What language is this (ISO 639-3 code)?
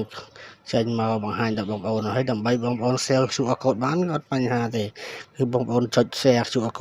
khm